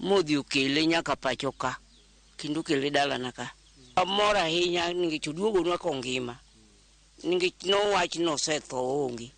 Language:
Luo (Kenya and Tanzania)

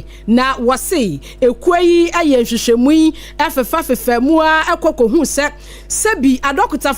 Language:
Akan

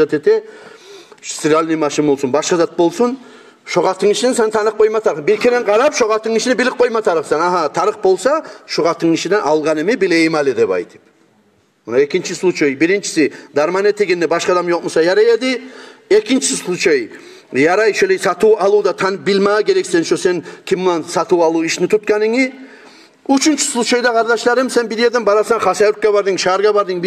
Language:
Kumyk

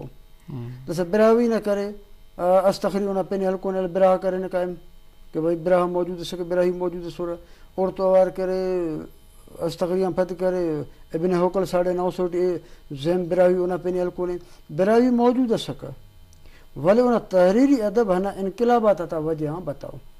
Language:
Brahui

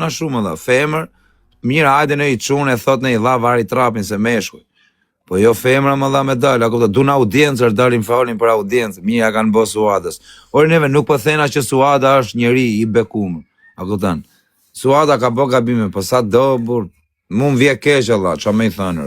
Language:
Albanian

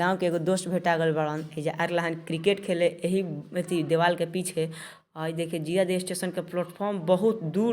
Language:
Bhojpuri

